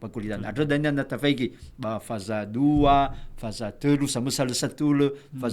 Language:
Nias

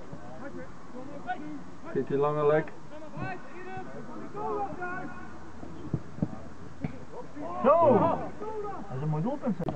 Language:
Dutch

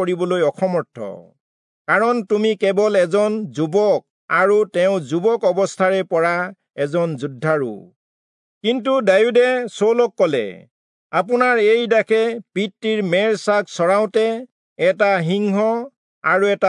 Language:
Assamese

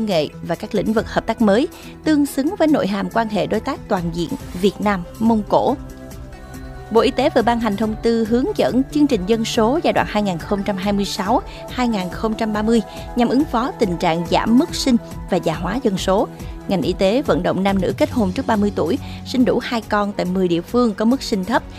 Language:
Vietnamese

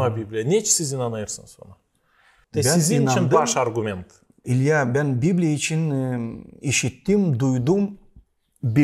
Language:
Gagauz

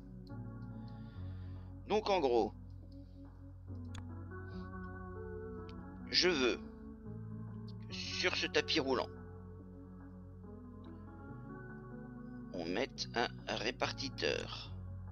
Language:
French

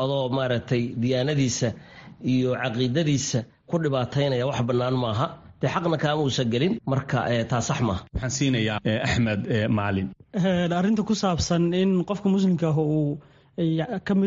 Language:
Somali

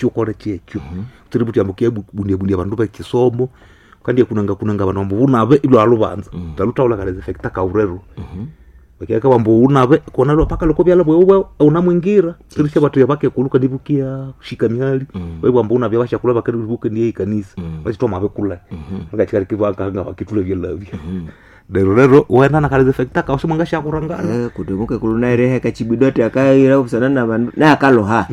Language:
Nande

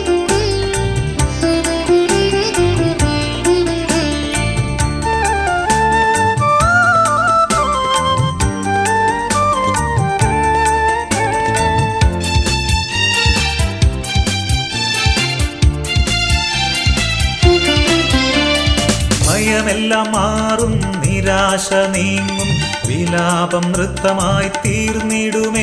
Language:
Malayalam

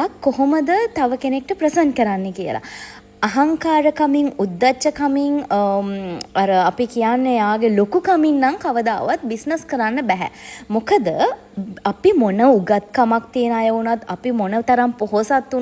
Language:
Sinhala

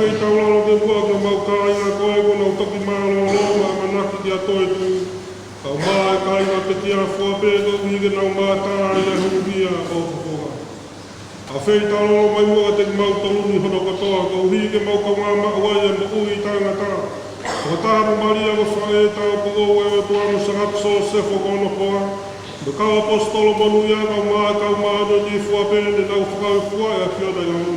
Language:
Tongan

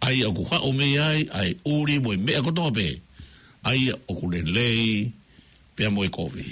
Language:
Tongan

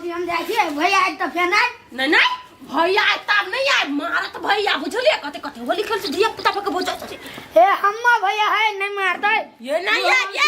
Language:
Maithili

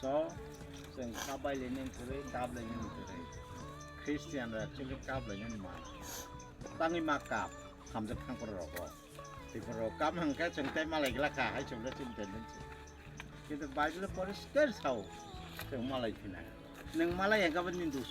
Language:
Kok Borok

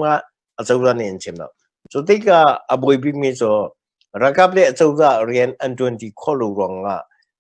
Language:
Hakha Chin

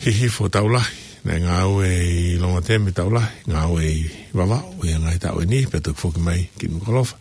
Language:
Tongan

